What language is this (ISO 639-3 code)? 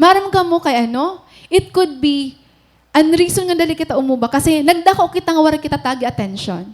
war